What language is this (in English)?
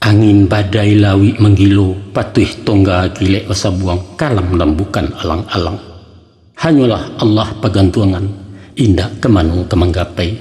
Minangkabau